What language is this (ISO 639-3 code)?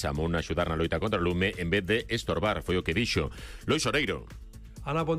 glg